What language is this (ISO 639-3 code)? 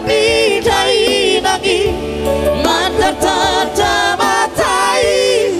bbc